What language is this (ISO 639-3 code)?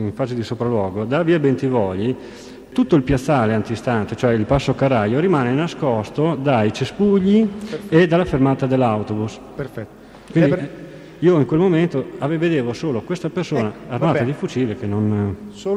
ita